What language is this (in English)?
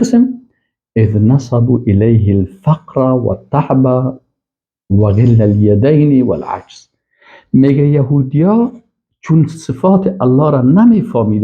Persian